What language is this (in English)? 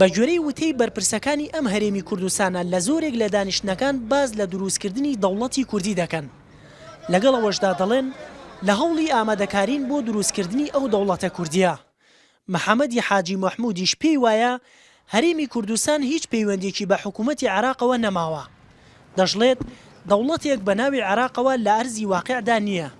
Central Kurdish